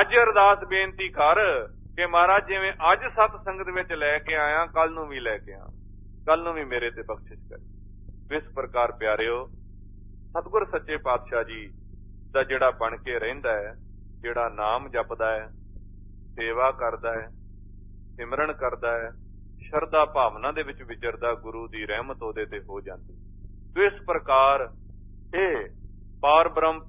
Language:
Punjabi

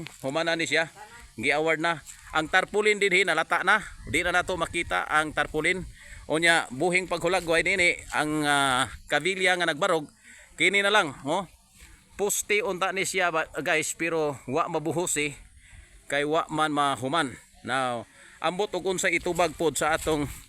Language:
Cebuano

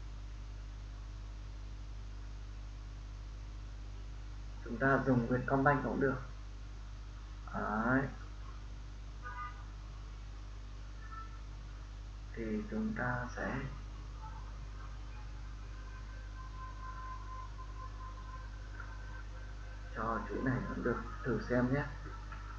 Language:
Vietnamese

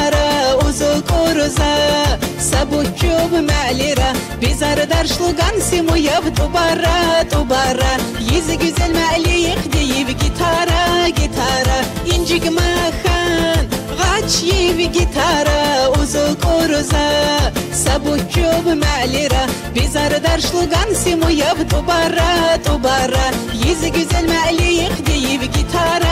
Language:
Tabassaran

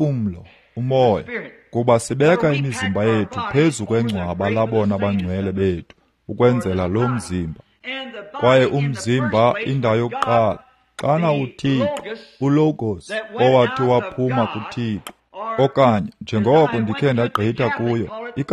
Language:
Xhosa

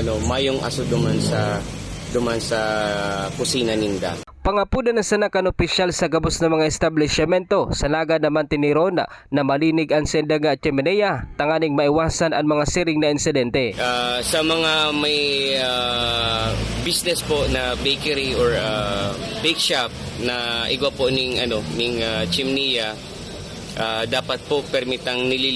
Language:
Bikol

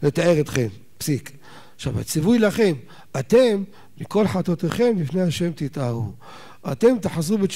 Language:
Hebrew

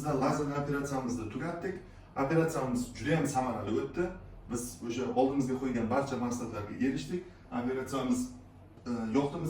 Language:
Uzbek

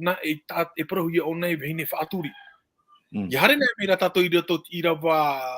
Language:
Tahitian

